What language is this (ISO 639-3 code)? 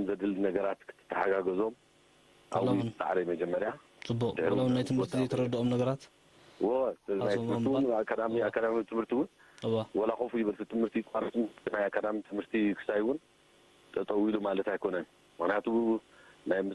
tir